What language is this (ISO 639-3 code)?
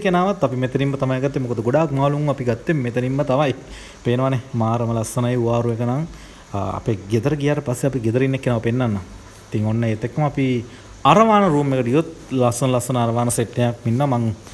sin